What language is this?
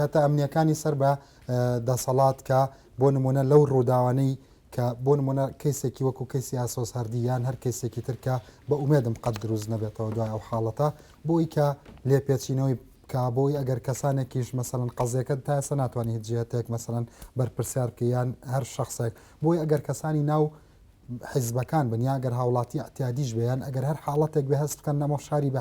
Central Kurdish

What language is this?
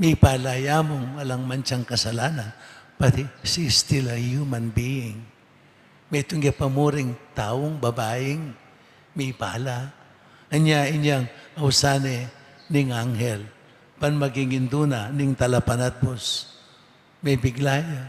Pampanga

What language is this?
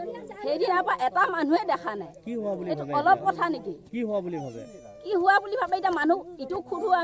Assamese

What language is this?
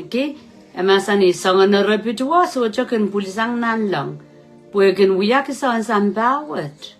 Pohnpeian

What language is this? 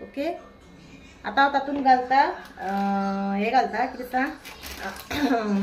Konkani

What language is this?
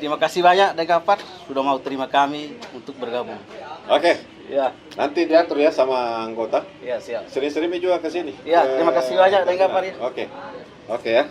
Makassar Malay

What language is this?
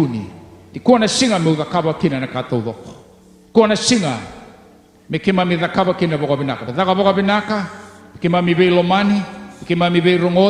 Fijian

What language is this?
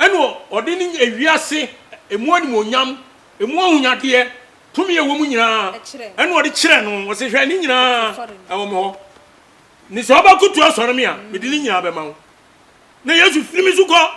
Akan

